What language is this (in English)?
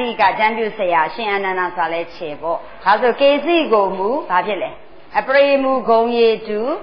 Burmese